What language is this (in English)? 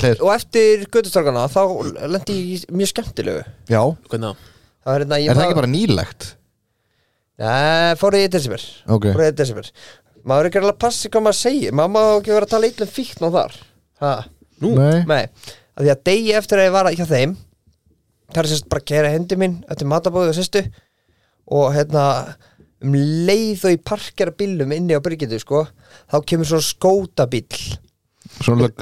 Icelandic